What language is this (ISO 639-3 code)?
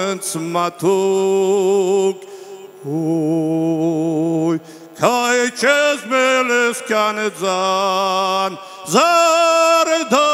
oss